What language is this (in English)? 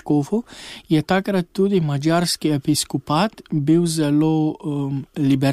Slovenian